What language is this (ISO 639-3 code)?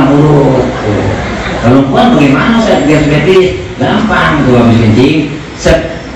bew